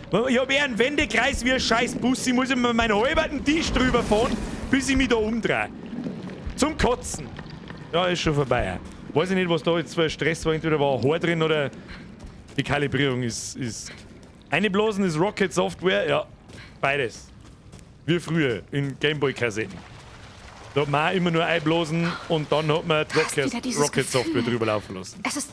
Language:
Bavarian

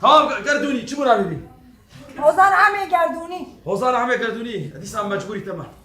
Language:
Kurdish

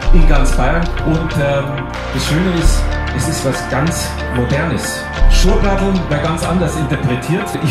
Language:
Bavarian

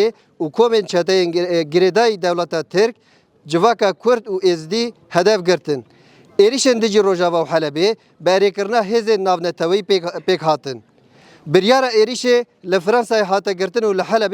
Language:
Kurdish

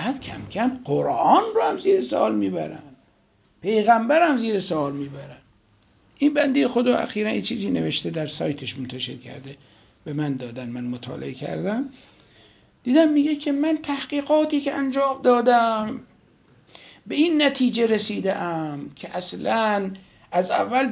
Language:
Persian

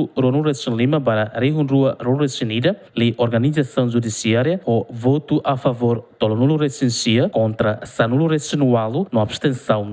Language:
Tetum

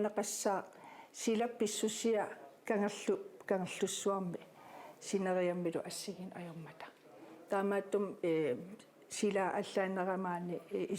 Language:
Kalaallisut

